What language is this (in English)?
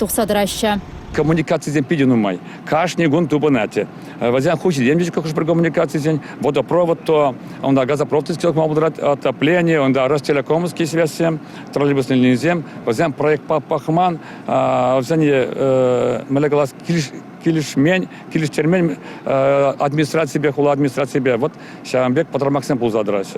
Chuvash